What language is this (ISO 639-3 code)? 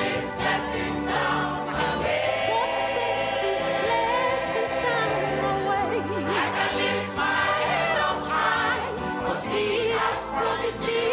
ewe